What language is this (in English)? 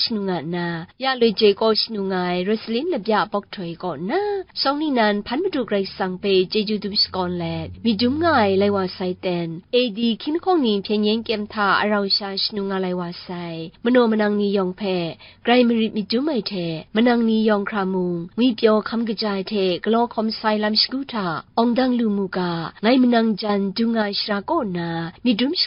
Kachin